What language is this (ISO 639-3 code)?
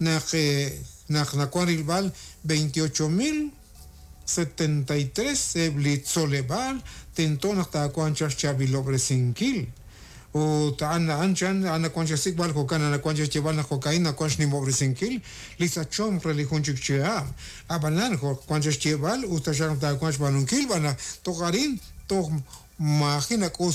kek